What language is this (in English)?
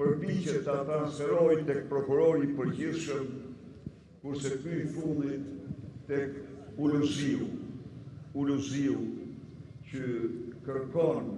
Albanian